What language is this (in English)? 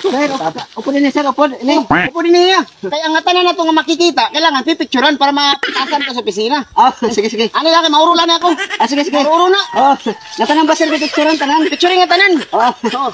Waray